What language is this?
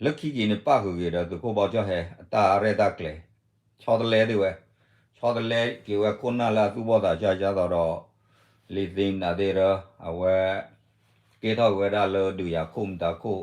S'gaw Karen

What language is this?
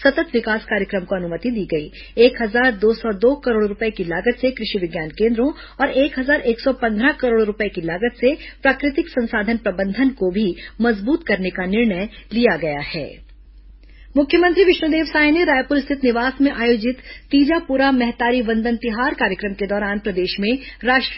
Hindi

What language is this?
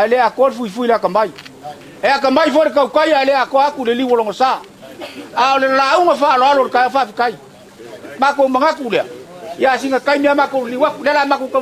Samoan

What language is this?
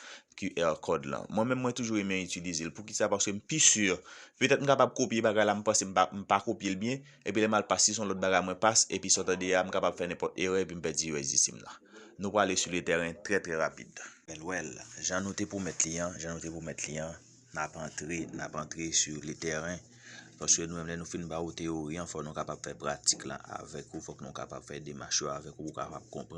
Haitian Creole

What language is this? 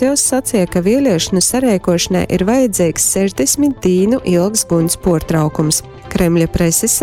Latgalian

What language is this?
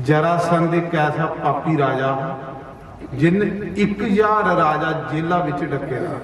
Dogri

